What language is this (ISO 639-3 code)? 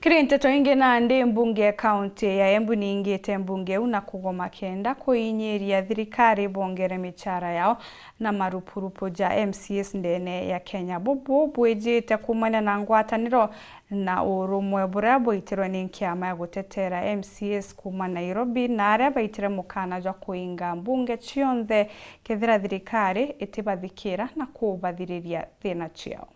mer